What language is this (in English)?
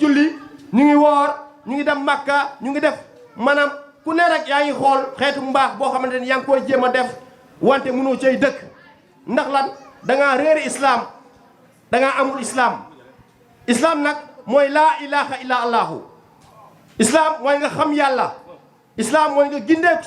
Wolof